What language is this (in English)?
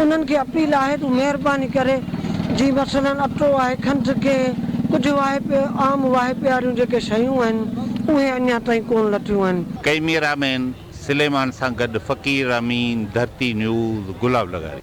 Sindhi